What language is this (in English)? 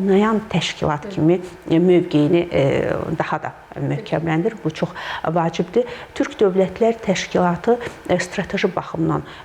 Azerbaijani